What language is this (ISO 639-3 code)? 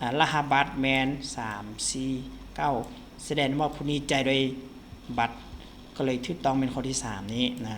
lao